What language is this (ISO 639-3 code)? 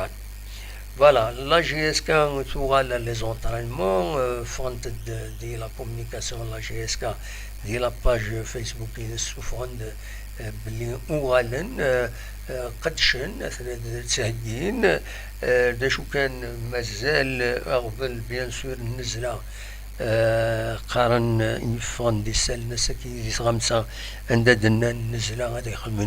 kab